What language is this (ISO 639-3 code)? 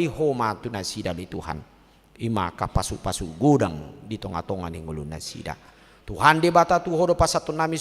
bbc